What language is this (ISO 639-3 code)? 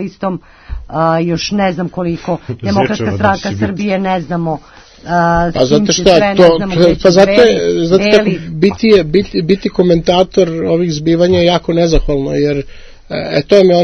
srp